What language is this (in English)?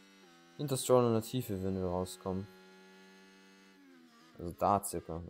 German